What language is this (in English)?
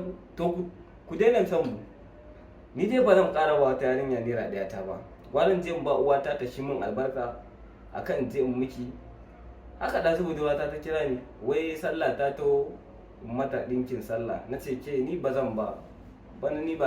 Hausa